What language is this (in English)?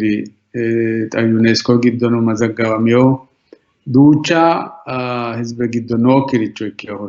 Sidamo